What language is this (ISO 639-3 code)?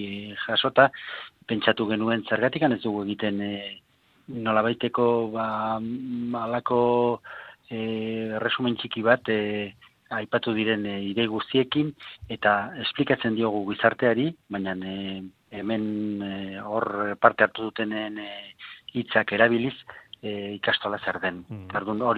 eus